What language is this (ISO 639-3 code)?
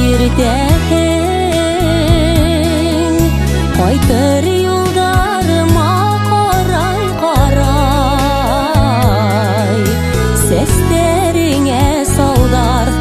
bak